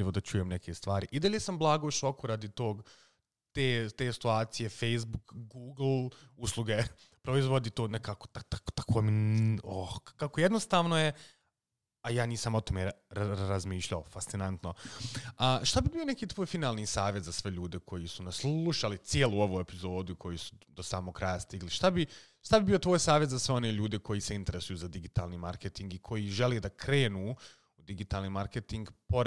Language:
Croatian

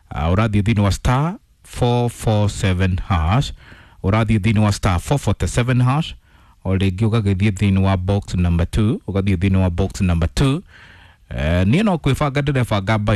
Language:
Kikuyu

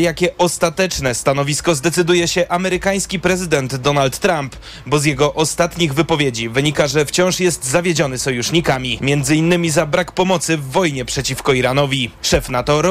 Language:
Polish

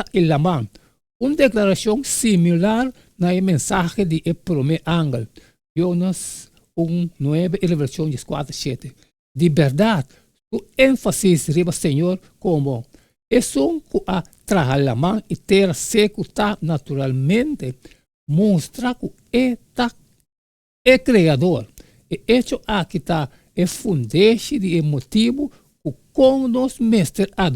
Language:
Papiamento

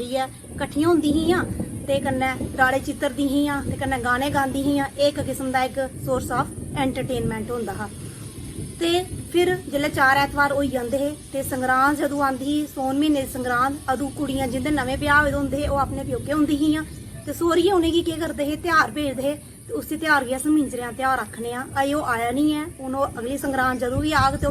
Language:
Dogri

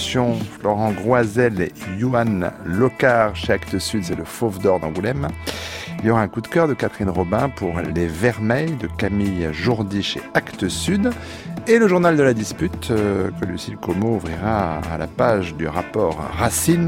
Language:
French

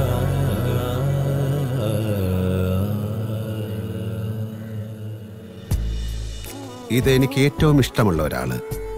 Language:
Malayalam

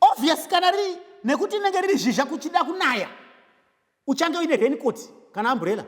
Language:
Shona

